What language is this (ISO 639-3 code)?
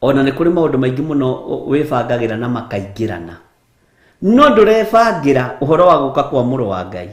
kik